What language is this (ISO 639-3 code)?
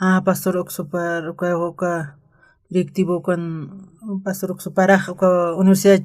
aym